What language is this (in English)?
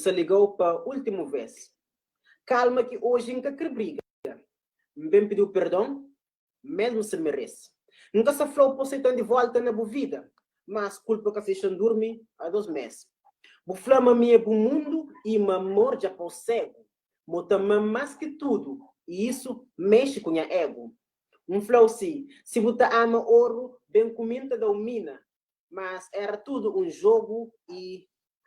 Kabuverdianu